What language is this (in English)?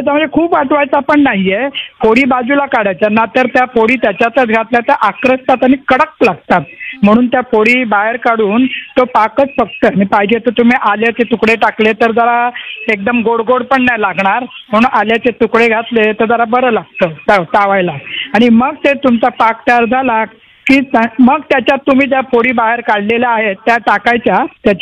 Marathi